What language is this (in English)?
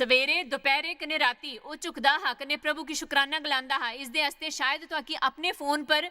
Dogri